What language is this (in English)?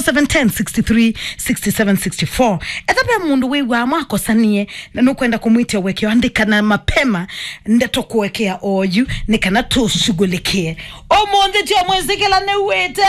Kamba